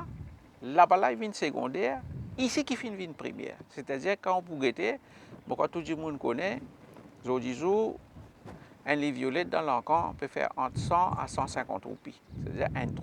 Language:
Morisyen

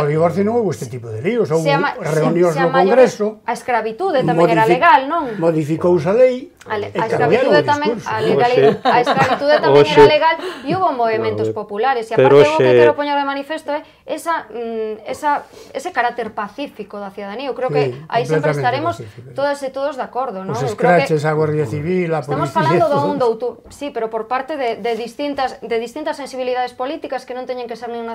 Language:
Galician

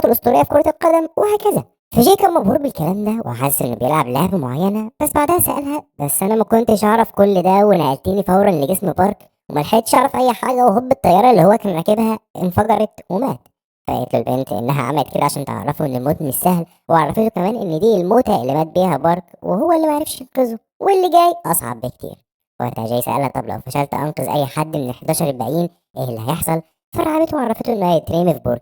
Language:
Egyptian Arabic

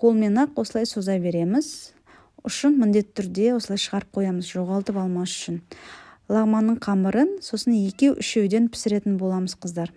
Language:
Kazakh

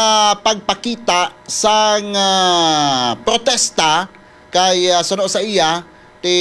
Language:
Hiligaynon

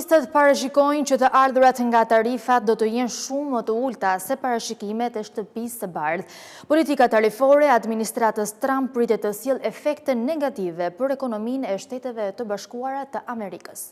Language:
Albanian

